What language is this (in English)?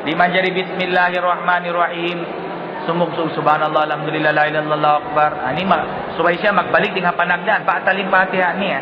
Tausug